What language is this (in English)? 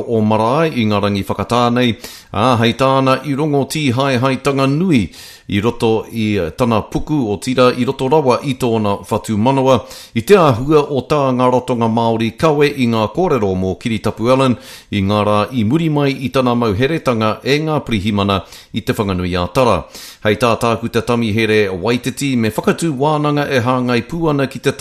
Māori